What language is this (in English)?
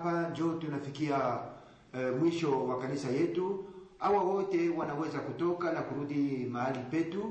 Swahili